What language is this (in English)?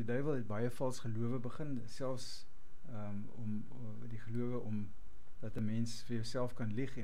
Afrikaans